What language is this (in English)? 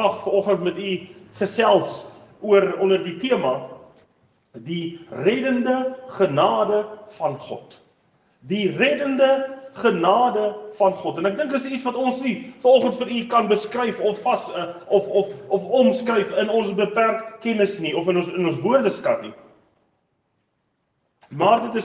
Afrikaans